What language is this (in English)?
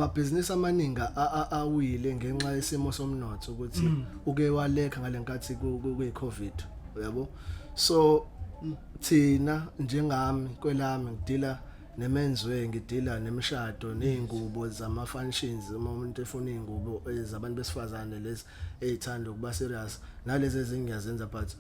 Zulu